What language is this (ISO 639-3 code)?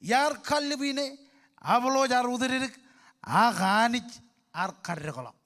mah